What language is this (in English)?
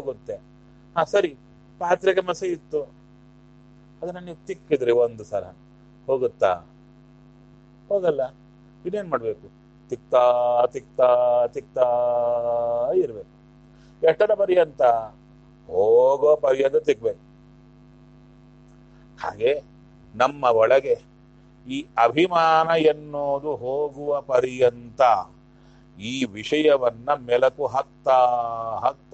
Kannada